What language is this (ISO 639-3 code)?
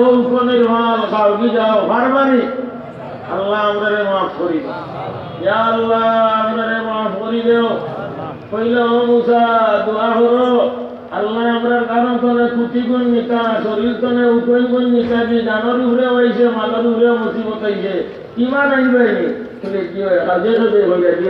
syl